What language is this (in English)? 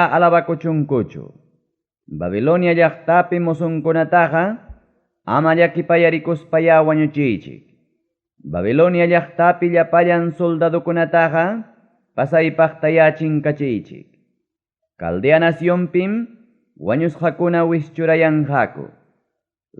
Ayacucho Quechua